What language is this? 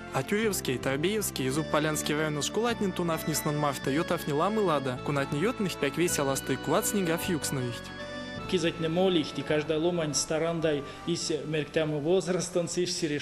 Erzya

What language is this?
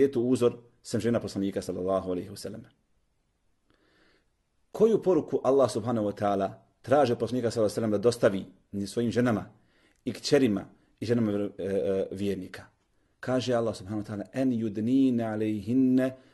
Bosnian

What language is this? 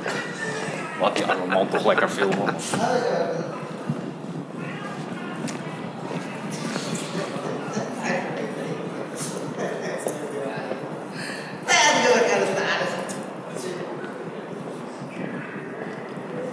Dutch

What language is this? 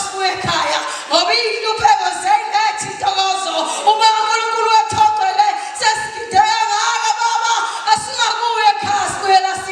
Zulu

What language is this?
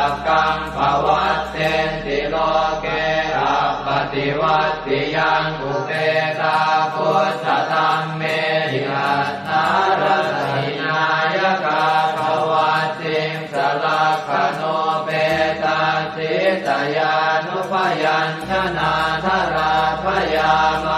Pali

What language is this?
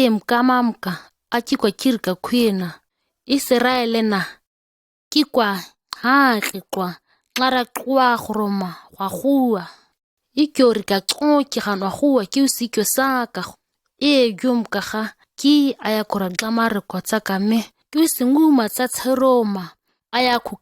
ǁGana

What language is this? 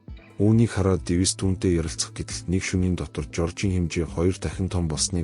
Mongolian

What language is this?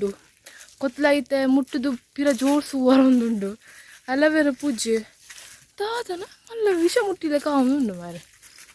Tulu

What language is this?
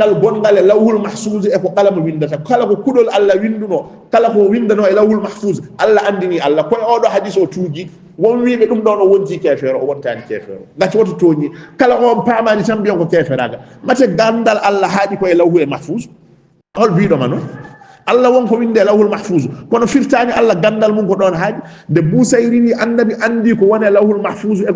Fula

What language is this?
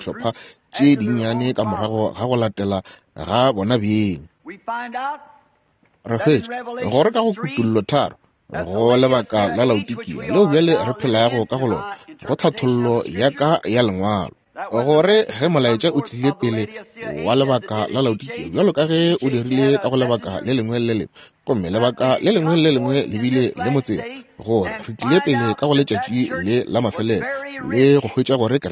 Northern Sotho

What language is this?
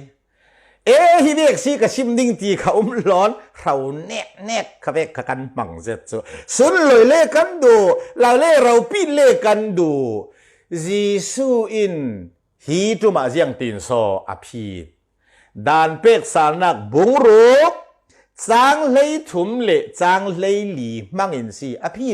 Falam Chin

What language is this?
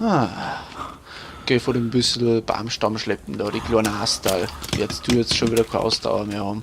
Bavarian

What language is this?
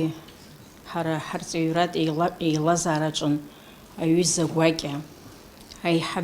Abkhazian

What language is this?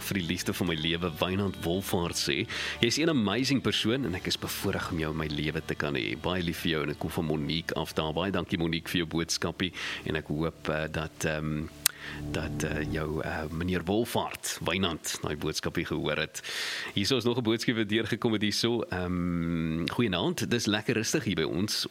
Afrikaans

